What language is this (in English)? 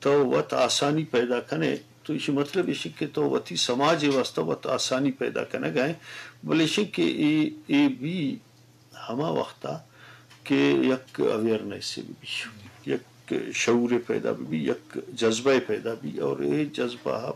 Eastern Balochi